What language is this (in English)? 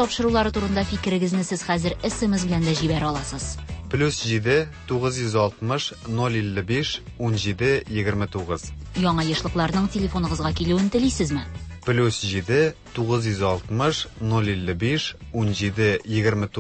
Tatar